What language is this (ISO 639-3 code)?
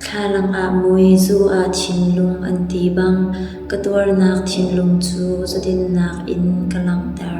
cnh